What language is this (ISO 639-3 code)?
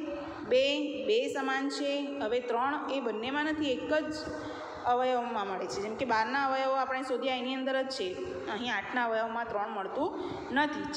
guj